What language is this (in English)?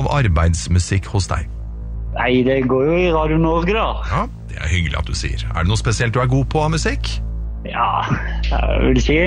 Norwegian